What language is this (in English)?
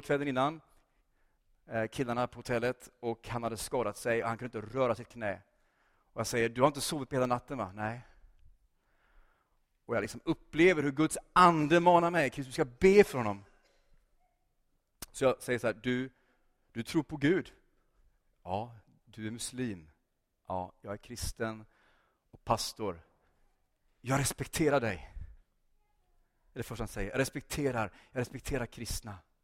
Swedish